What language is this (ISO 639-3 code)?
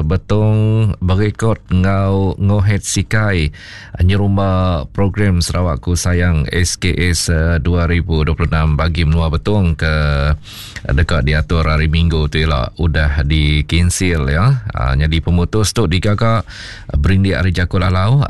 iba